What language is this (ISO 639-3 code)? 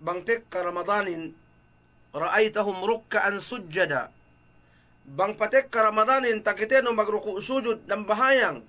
yka